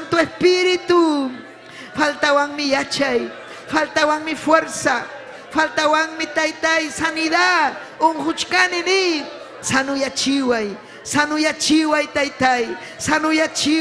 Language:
Ayacucho Quechua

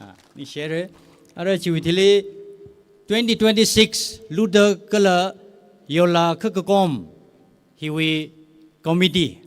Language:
Tangkhul Naga (India)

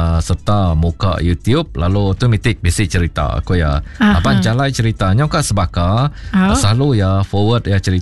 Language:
Iban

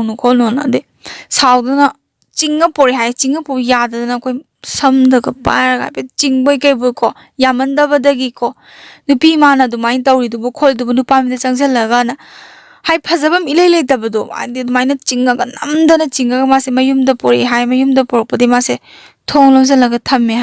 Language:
Manipuri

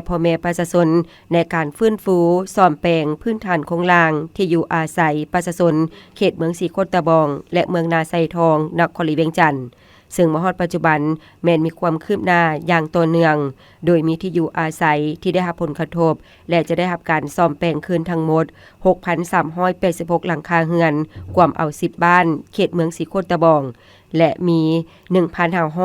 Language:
Lao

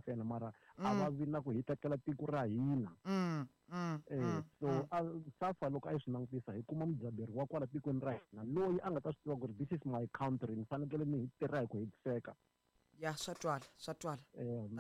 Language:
Tsonga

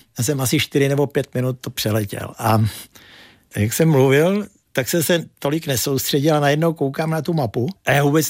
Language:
Czech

